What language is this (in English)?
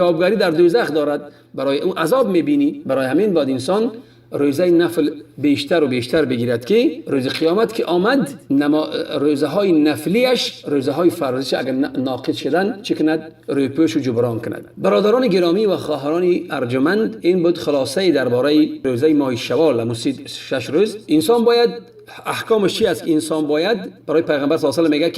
Tajik